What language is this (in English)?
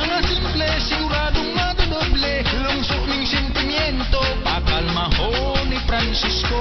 Bikol